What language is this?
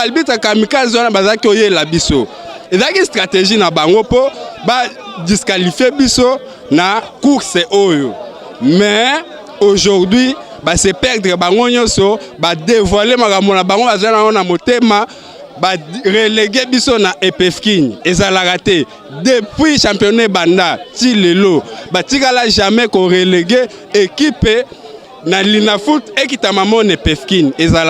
Lingala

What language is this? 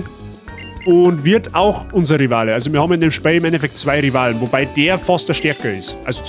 Bavarian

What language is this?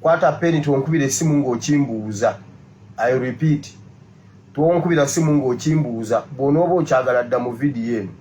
Ganda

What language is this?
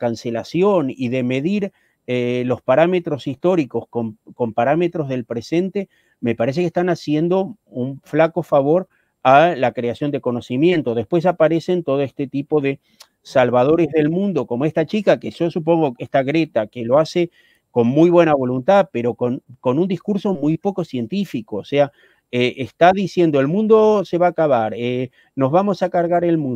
Spanish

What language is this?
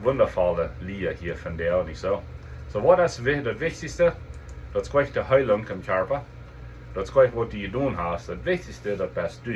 Plautdietsch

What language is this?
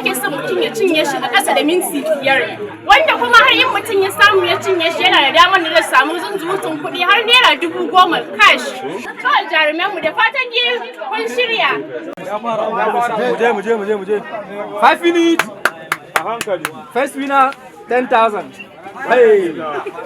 Hausa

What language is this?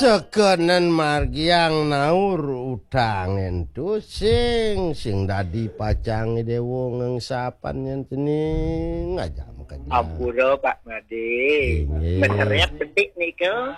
Balinese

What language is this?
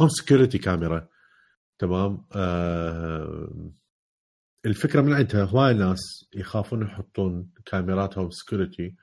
Mesopotamian Arabic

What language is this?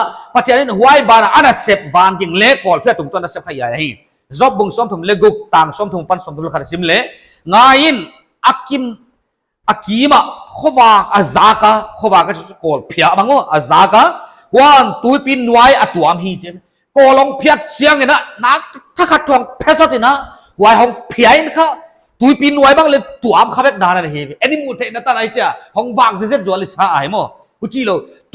Paite Chin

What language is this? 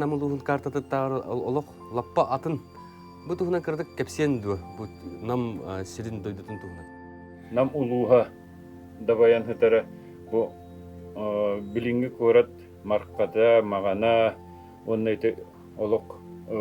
Yakut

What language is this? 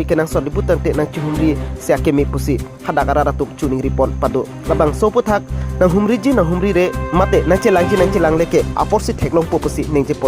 Karbi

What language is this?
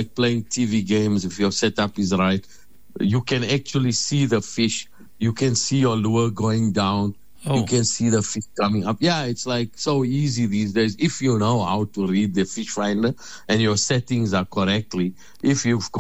English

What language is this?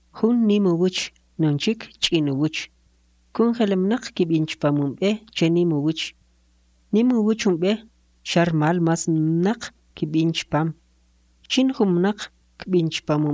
Kʼicheʼ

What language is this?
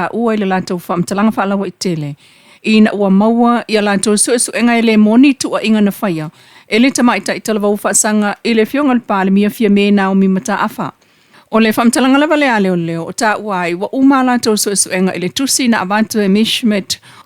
Samoan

